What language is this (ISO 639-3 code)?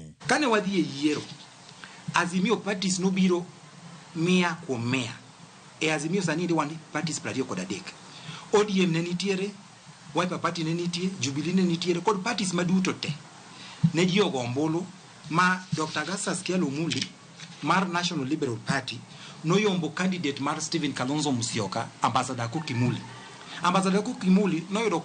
luo